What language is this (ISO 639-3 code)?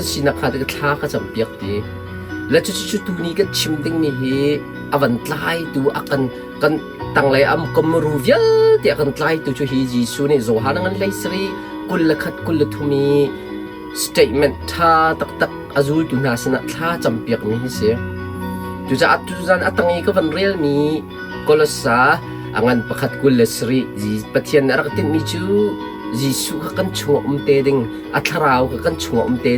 cnh